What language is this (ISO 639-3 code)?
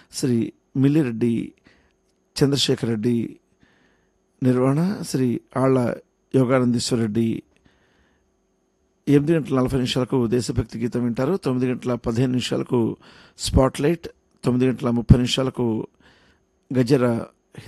tel